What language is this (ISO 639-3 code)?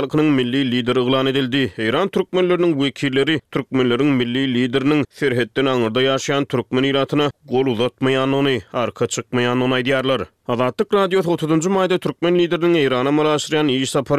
tuk